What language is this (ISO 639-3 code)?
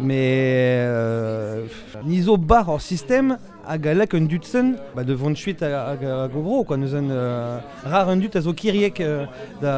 bre